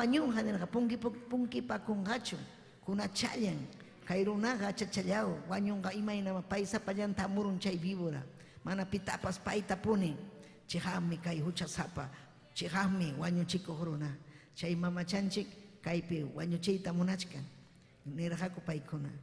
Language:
Ayacucho Quechua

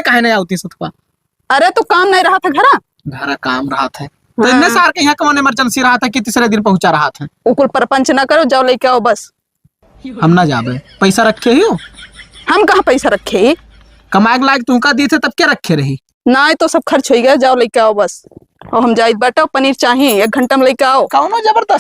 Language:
Awadhi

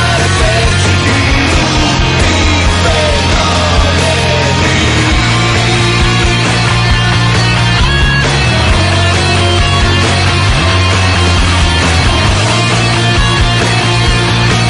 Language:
Italian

